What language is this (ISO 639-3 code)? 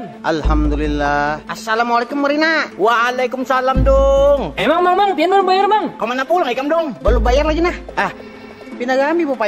bjn